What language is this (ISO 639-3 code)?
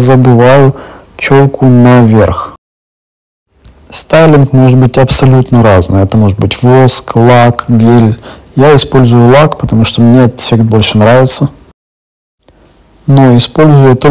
rus